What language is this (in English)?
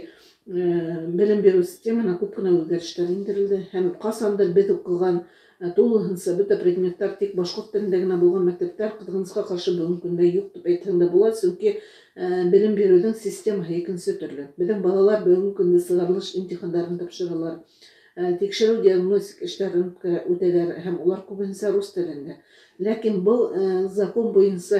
Bashkir